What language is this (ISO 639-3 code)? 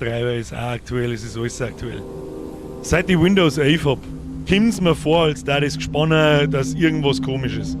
bar